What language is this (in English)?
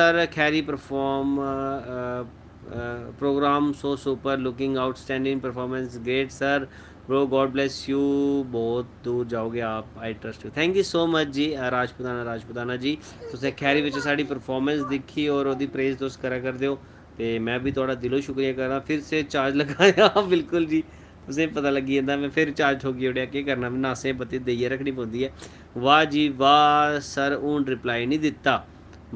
Dogri